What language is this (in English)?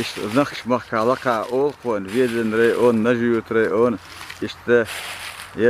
Chechen